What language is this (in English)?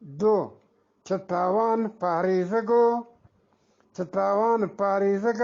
Eastern Balochi